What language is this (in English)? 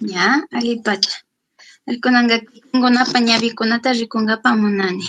Chimborazo Highland Quichua